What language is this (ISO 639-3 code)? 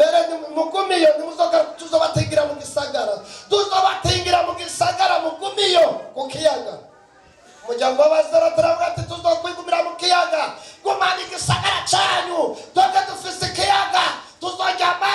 run